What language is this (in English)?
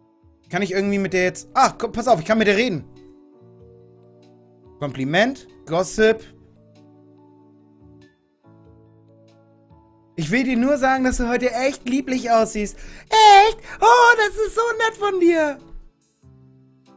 German